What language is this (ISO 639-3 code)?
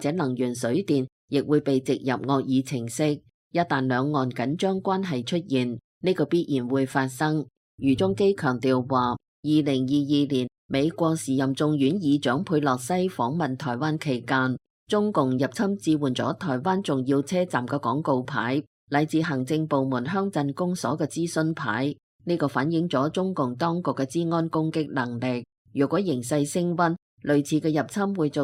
yue